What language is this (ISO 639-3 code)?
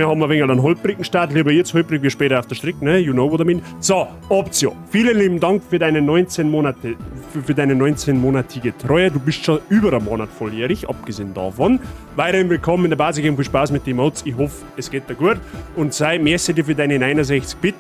bar